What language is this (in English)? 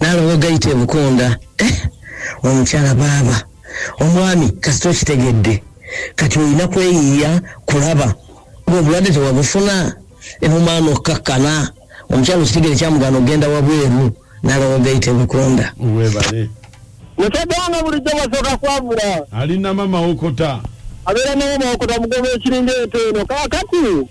Ganda